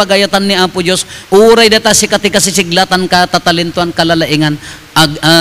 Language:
Iloko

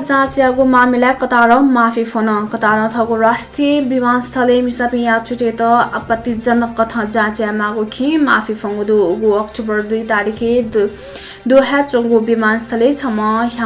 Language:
Newari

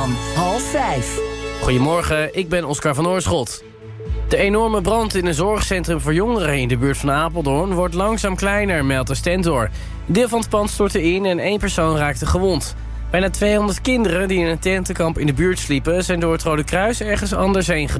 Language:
Dutch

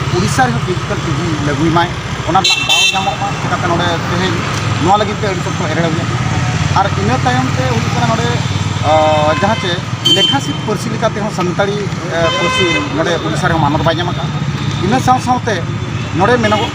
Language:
Santali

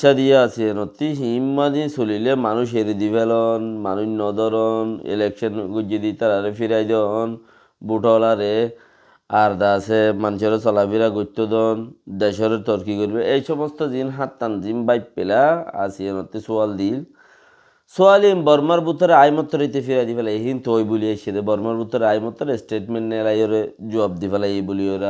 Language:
Rohingya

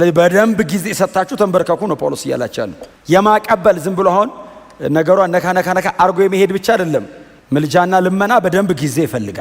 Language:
Amharic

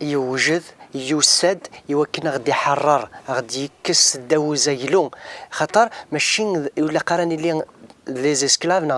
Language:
Kabyle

